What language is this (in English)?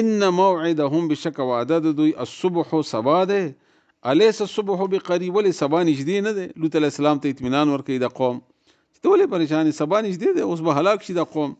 Pashto